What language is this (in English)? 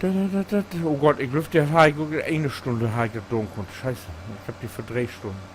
Low German